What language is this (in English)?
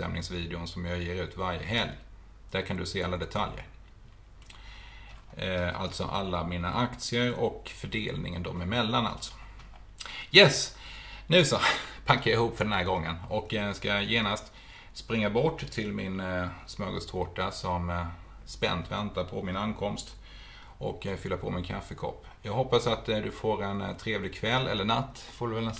Swedish